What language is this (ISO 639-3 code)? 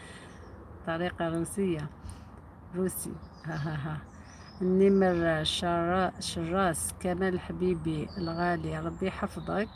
arq